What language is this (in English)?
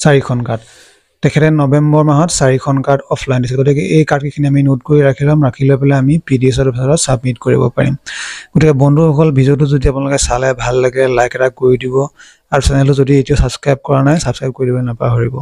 Assamese